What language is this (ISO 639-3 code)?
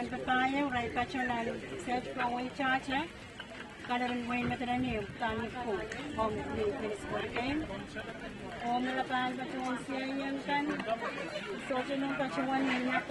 pon